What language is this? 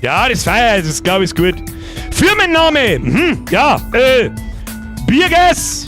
Bavarian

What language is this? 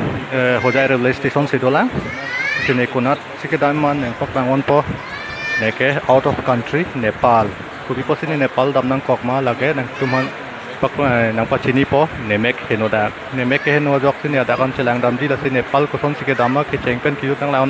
Karbi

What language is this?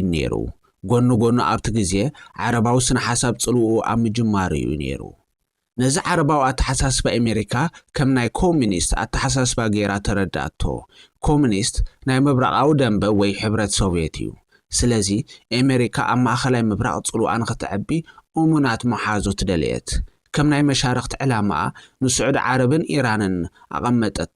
Tigrinya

